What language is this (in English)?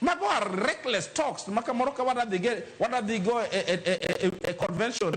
Luo (Kenya and Tanzania)